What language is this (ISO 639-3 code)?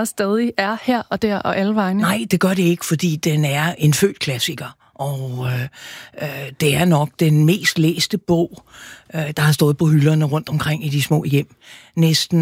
dan